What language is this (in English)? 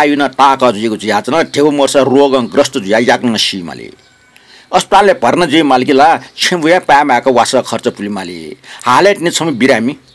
Newari